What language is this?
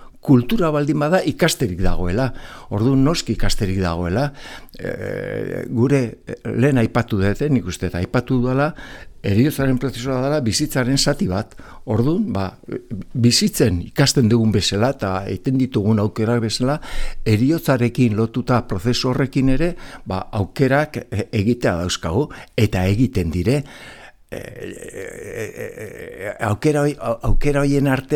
Basque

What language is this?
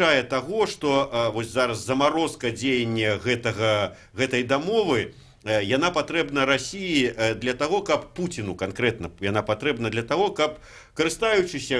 Belarusian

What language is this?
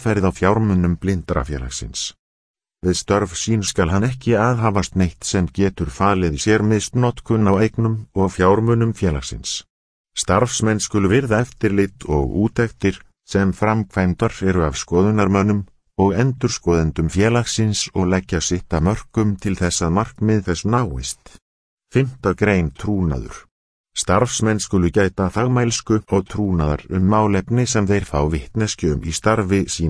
Icelandic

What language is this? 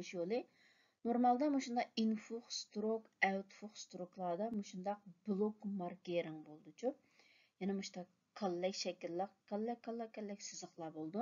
Uyghur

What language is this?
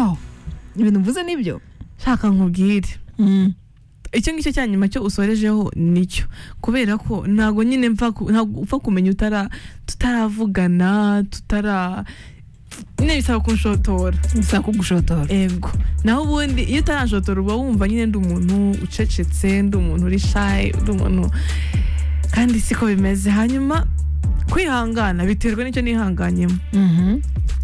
Kinyarwanda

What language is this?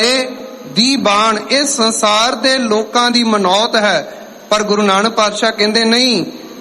Punjabi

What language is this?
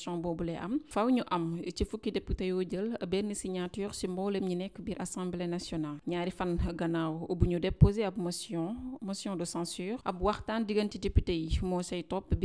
Wolof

